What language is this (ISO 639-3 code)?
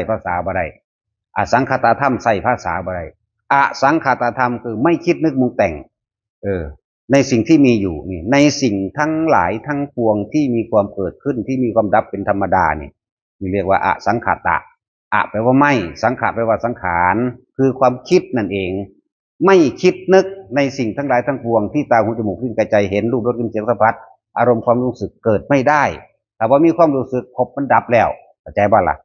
tts